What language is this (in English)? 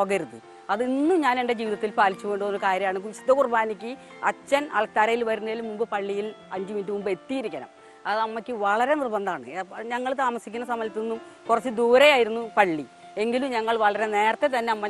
Malayalam